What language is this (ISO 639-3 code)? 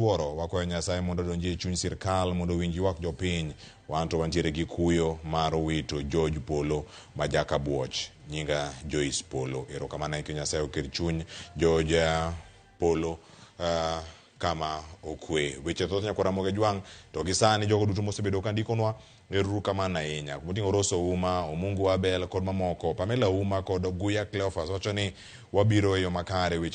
luo